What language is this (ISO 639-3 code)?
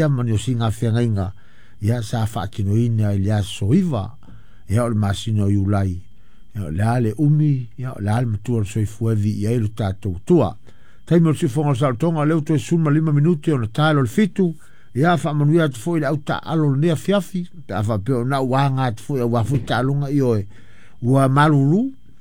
smo